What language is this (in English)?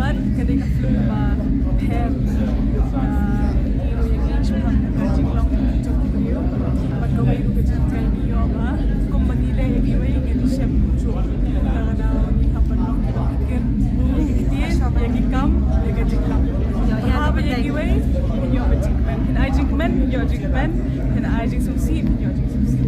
Khasi